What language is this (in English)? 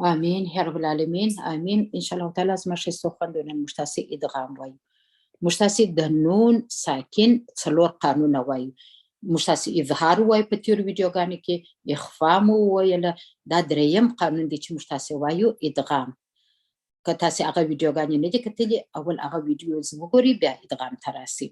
Pashto